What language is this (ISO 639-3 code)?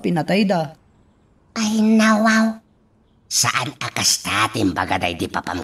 ilo